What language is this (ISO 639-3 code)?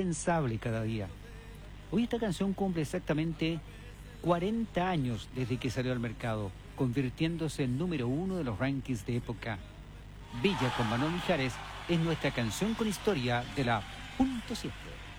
spa